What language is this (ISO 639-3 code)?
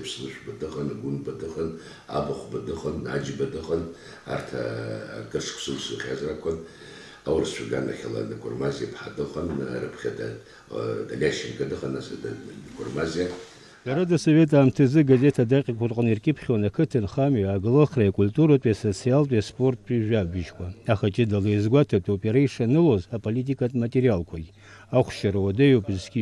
abk